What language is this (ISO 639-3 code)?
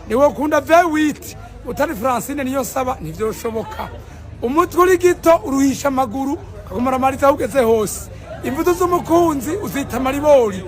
run